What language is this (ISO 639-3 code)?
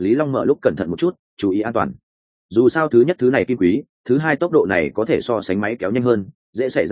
vie